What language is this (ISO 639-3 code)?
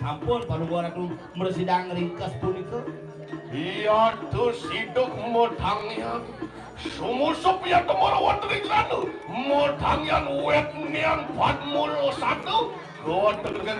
ban